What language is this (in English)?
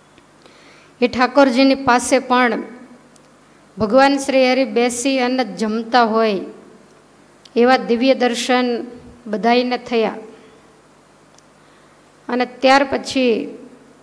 Gujarati